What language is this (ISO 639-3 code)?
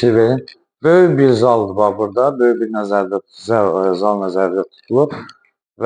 aze